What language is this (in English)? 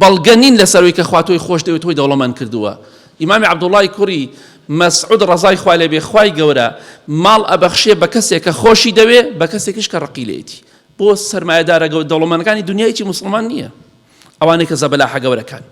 Central Kurdish